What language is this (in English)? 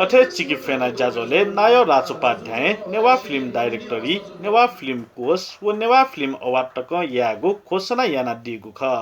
Newari